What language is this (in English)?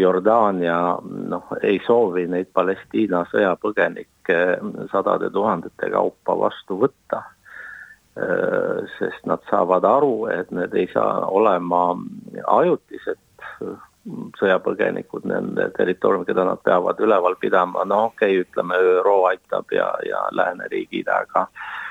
Estonian